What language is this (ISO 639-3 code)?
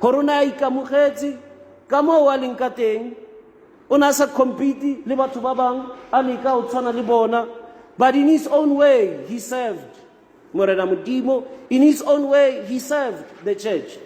tsn